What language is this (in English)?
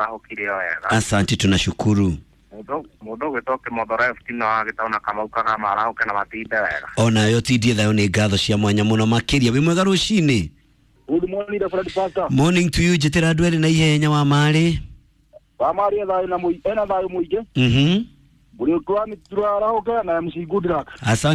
Kikuyu